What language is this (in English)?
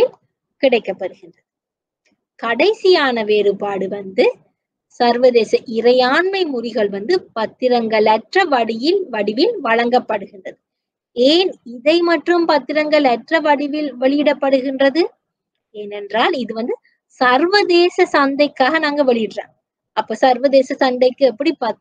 Tamil